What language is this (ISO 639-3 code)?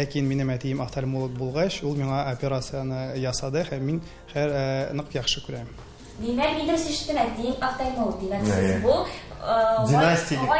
tat